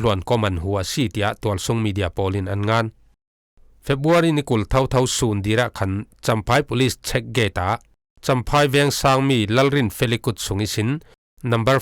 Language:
Falam Chin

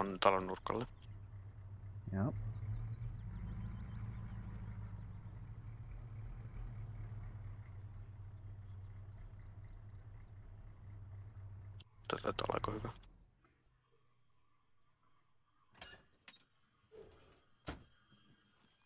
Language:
Finnish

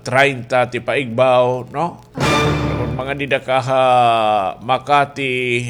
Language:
Waray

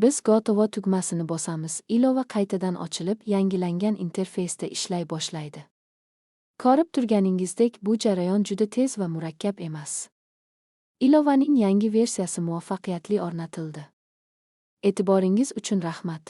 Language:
Uzbek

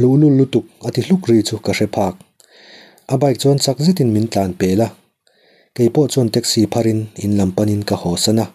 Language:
Mizo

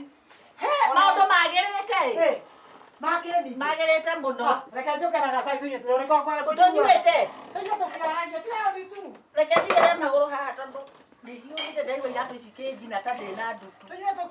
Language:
Kikuyu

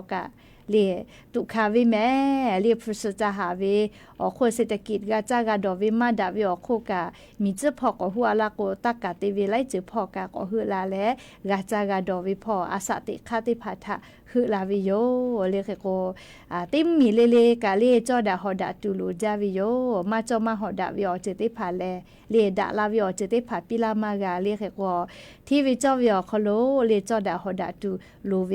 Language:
Lahu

